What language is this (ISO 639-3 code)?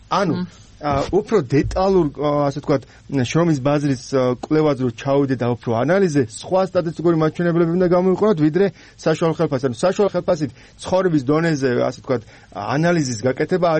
kat